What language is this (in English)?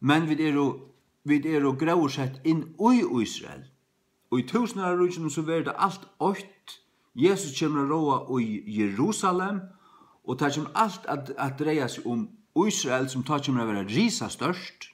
Faroese